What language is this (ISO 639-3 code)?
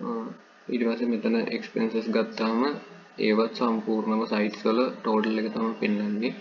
sin